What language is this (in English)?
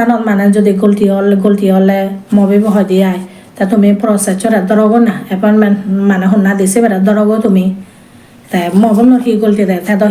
Chakma